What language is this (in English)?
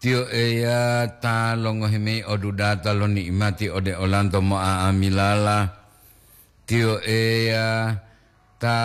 Gorontalo